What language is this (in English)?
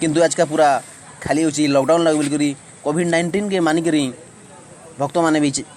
Odia